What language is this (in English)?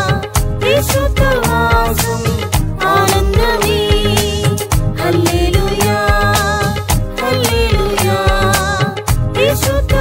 Telugu